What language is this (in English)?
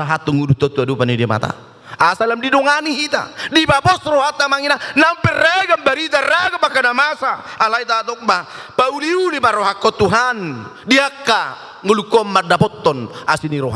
Batak Toba